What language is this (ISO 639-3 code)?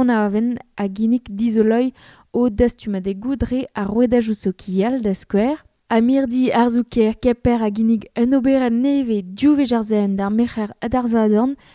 bre